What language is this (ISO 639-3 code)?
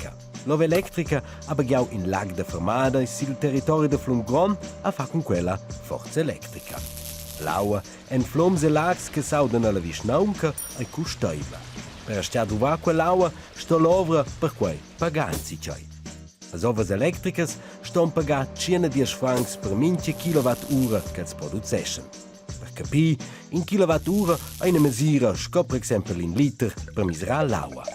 roh